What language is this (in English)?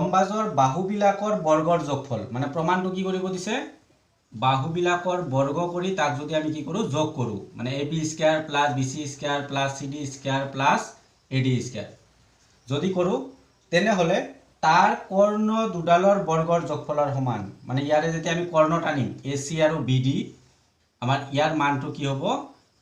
Assamese